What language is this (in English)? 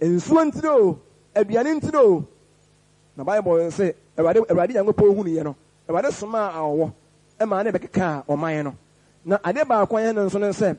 Akan